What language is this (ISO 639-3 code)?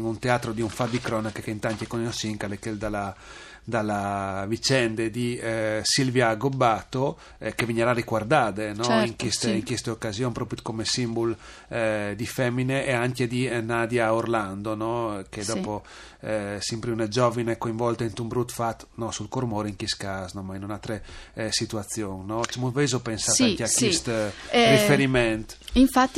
fur